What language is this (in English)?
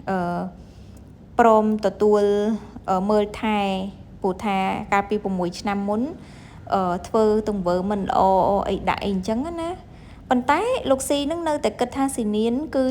Khmer